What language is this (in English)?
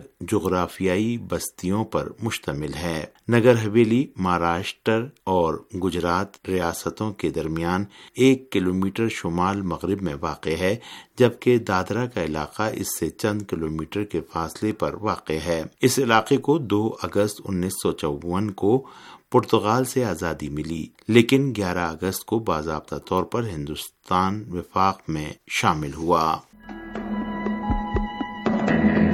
Urdu